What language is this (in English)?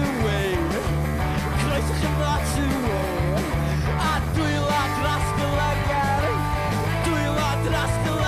Welsh